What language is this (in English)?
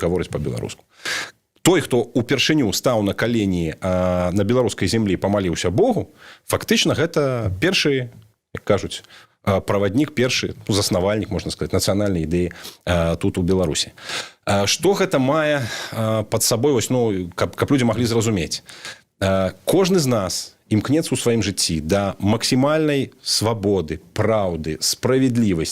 Belarusian